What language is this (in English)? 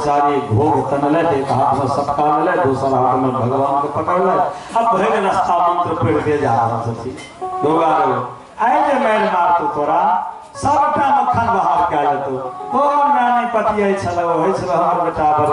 Maithili